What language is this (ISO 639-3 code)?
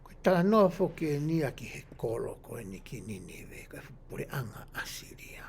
ton